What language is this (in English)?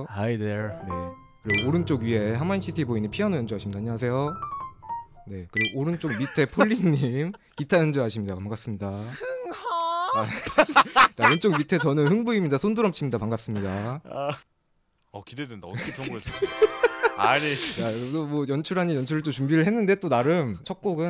Korean